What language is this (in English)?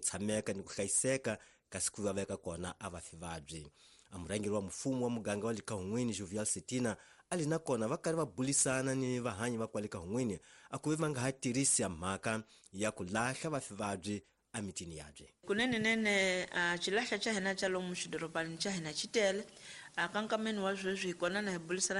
Tsonga